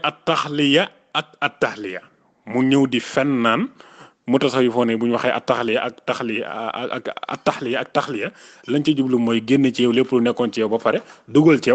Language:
Wolof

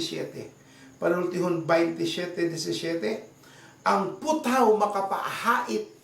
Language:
Cebuano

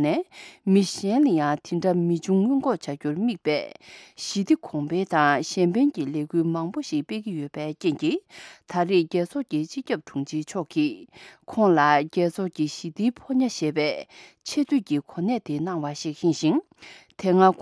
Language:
Tibetan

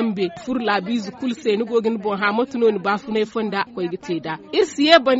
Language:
Zarma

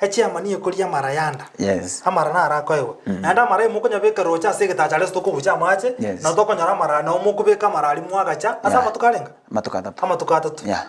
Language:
Gusii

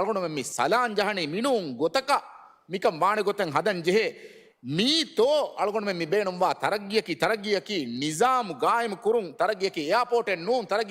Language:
Divehi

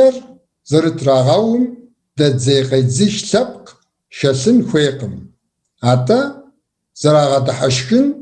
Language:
Kabardian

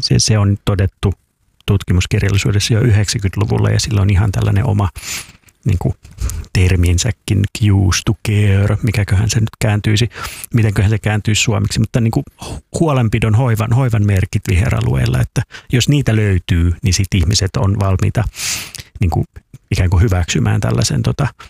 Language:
Finnish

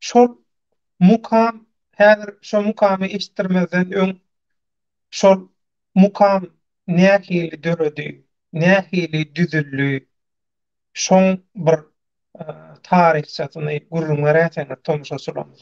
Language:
Turkmen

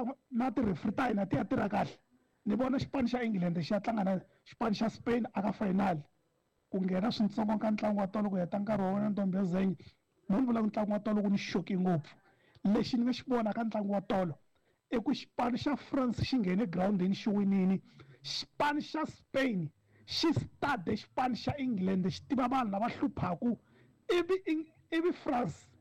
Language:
Tsonga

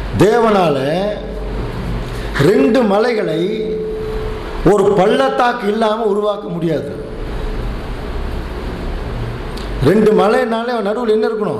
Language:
Tamil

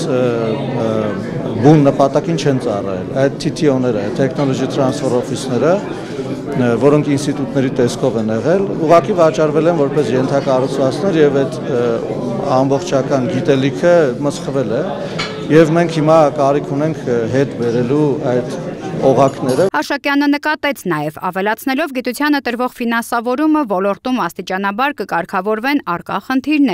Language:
Armenian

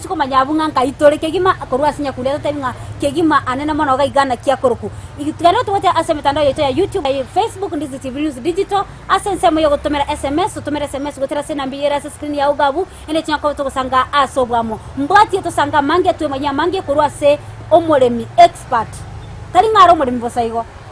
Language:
Gusii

